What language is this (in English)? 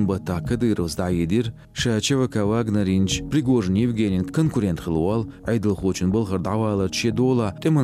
Chechen